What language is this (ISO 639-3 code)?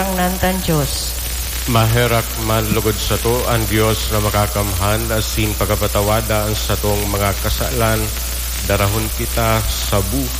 bik